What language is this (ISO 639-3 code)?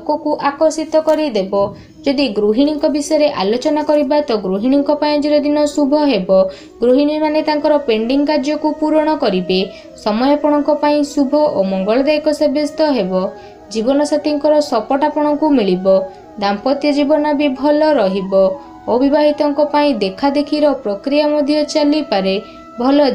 ori